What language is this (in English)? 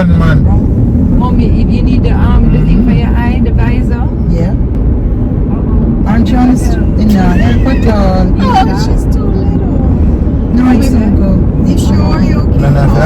Jamaican Creole English